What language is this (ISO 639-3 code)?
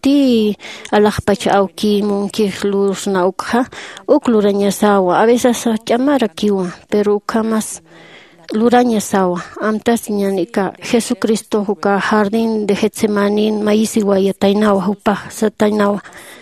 aym